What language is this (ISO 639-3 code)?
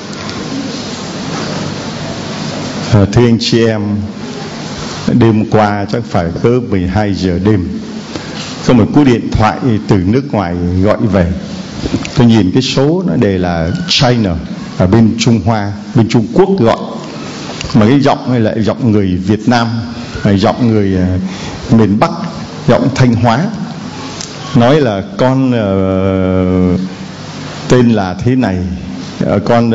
vie